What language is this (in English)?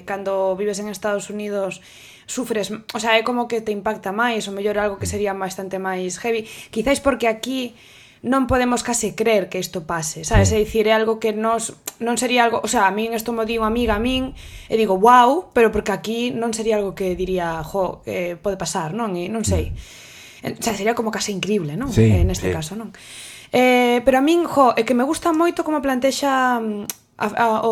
Galician